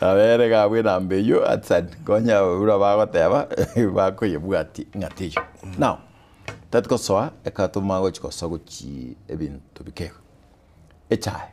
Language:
Gusii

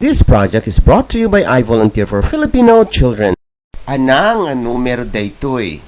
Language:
Iloko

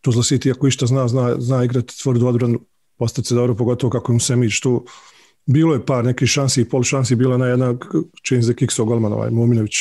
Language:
Bosnian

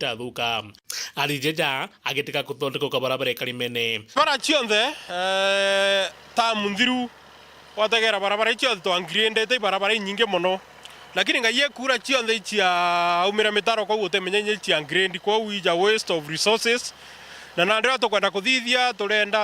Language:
Meru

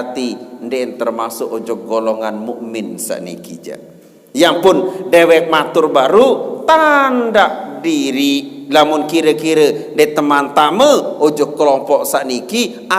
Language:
Sasak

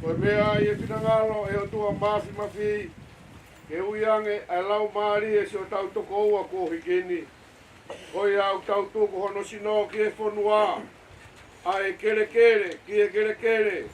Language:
Tongan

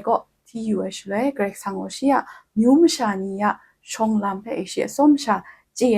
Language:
Kachin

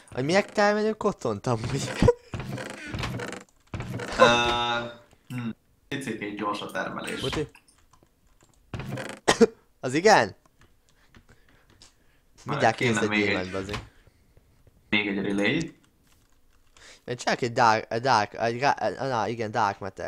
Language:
Hungarian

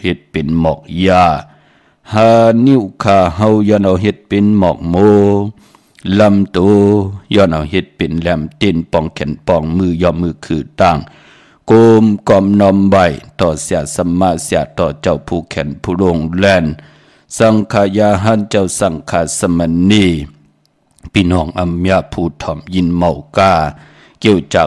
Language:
Shan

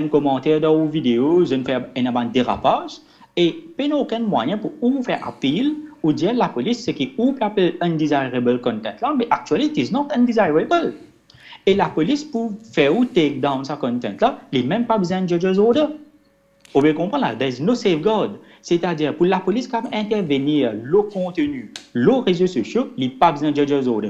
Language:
Morisyen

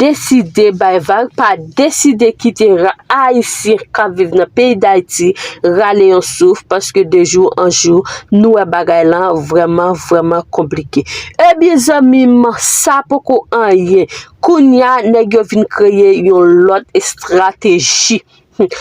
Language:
Haitian Creole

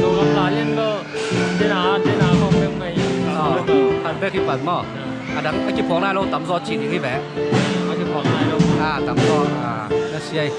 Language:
Tedim Chin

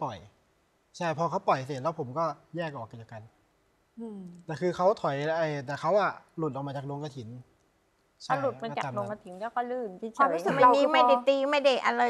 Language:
Thai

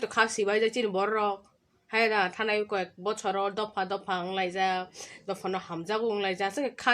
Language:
Kok Borok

